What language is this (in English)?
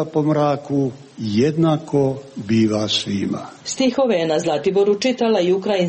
Serbian